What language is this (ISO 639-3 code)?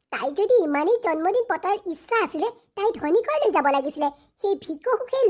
asm